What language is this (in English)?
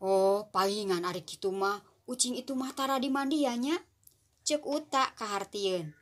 Sundanese